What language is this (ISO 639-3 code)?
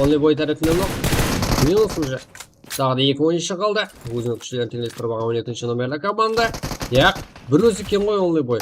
kaa